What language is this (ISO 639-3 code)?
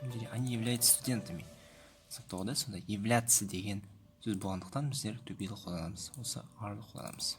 kaz